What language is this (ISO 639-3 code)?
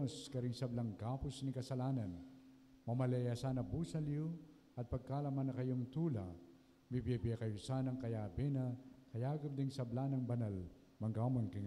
pam